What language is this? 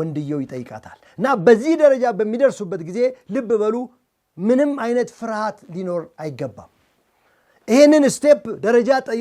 Amharic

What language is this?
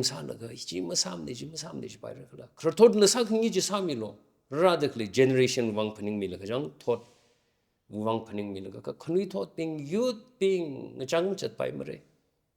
Tangkhul Naga (India)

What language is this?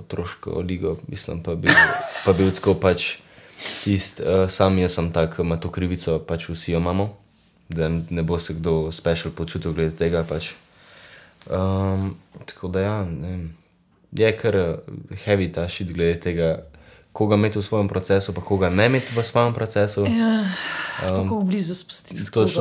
Slovenian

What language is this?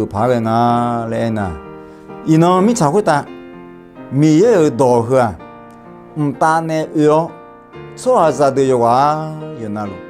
Akha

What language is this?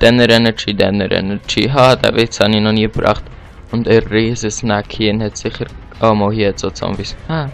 Swiss German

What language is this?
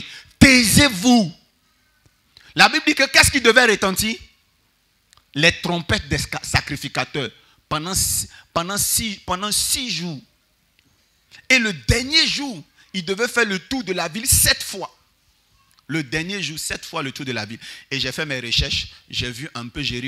French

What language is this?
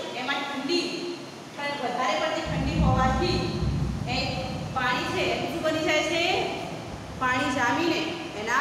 Gujarati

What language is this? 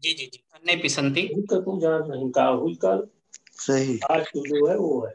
Sanskrit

